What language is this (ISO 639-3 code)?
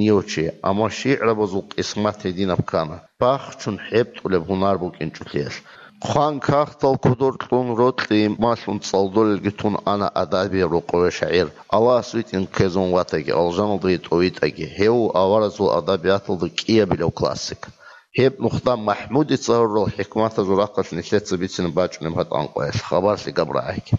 ava